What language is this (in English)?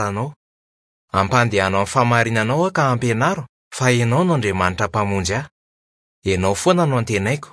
Malagasy